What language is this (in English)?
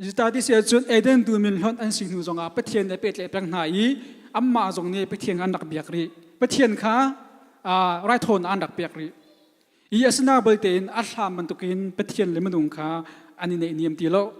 Hakha Chin